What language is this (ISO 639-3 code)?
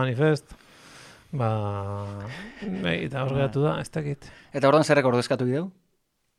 eus